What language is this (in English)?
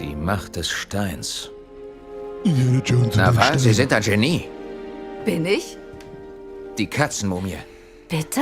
Bavarian